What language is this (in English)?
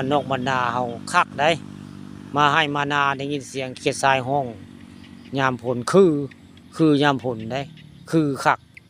Northeastern Thai